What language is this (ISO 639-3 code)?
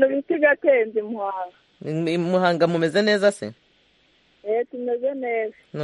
kin